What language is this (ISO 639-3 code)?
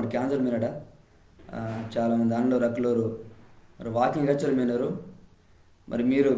kff